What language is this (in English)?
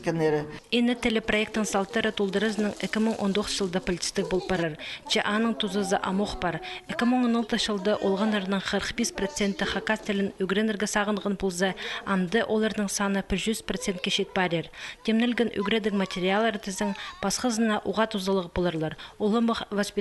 Khakas